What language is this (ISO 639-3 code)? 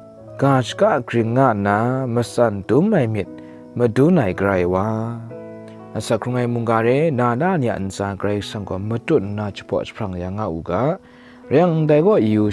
kac